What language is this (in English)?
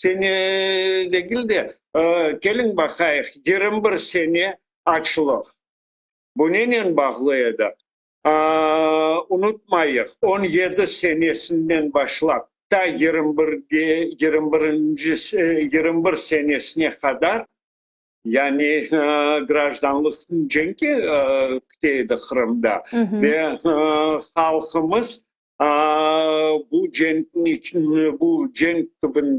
Crimean Tatar